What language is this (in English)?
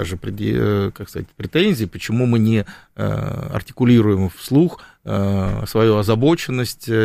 Russian